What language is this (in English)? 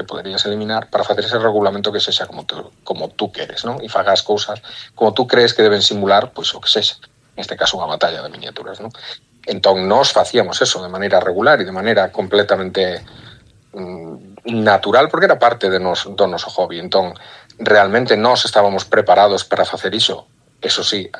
Galician